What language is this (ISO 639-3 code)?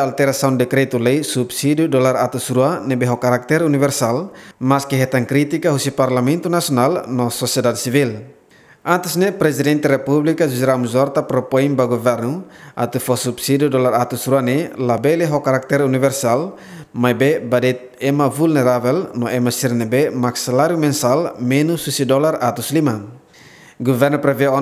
tet